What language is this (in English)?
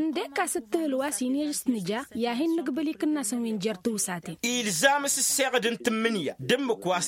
Tamasheq